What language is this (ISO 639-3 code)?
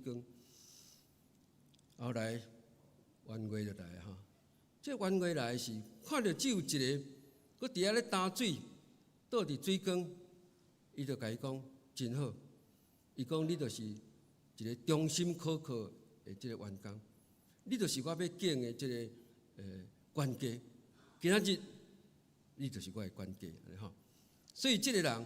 nan